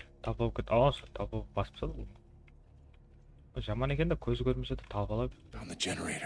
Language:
Kara-Kalpak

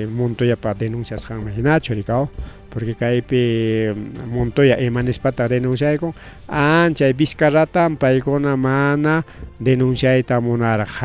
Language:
Ayacucho Quechua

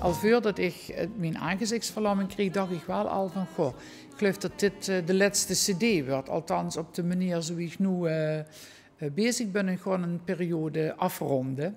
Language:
Limburgish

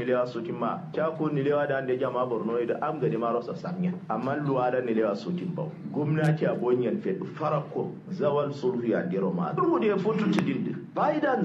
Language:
Kanuri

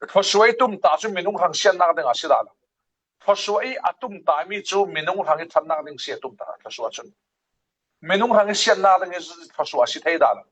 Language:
Falam Chin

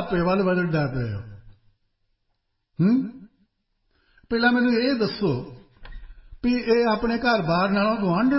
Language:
Punjabi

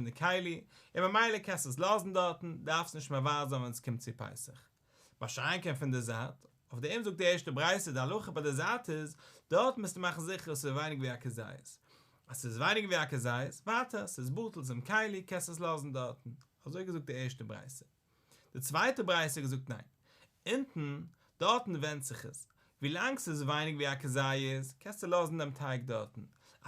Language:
Yiddish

